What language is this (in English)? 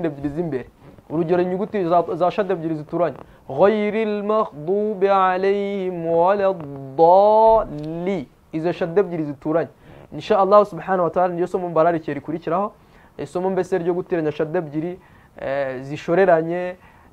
Kinyarwanda